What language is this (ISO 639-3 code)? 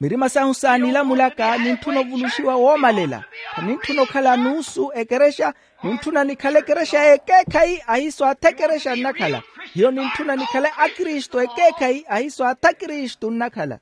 vmw